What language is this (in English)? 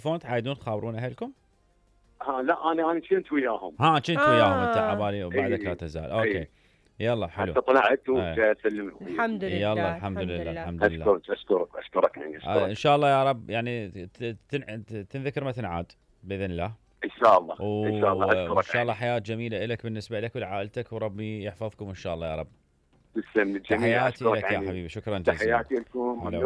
Mesopotamian Arabic